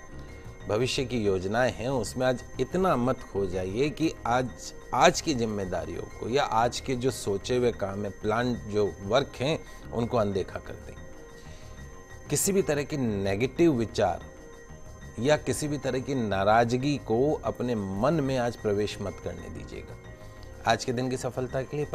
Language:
Hindi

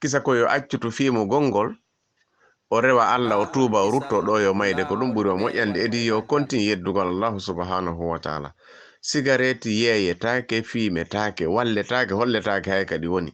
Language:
Fula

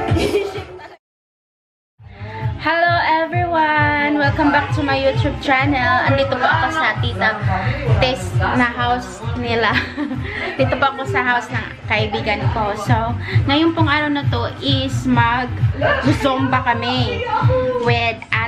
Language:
Filipino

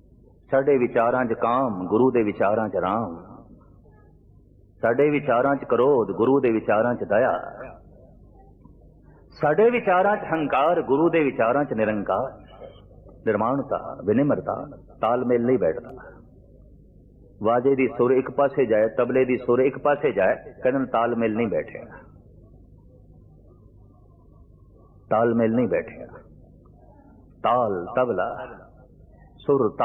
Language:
Punjabi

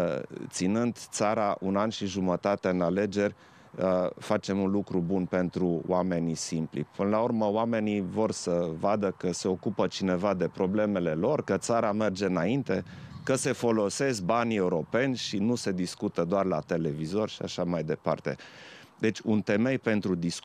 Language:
Romanian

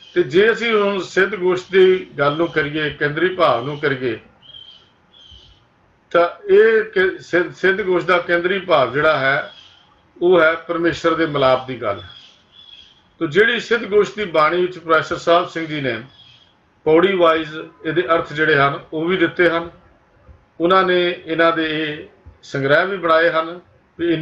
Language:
Punjabi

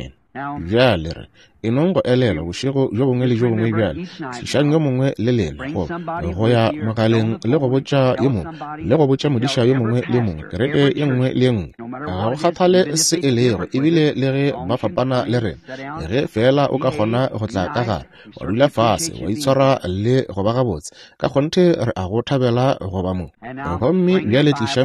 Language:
Northern Sotho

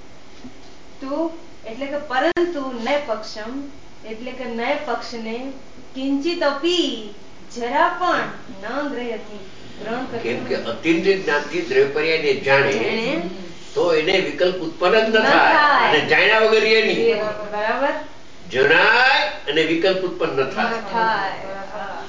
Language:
Gujarati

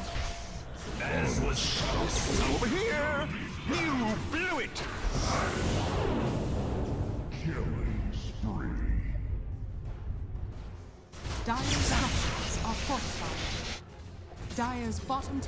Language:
English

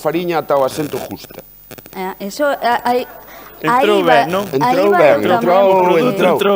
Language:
Galician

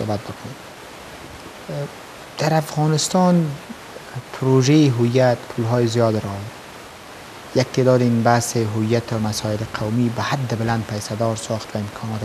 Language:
Persian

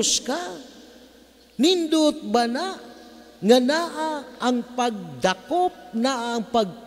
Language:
Cebuano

